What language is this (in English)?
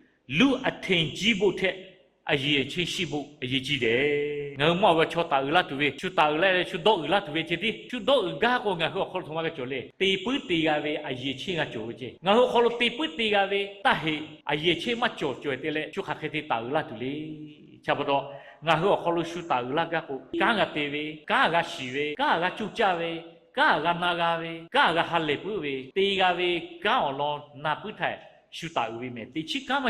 Lahu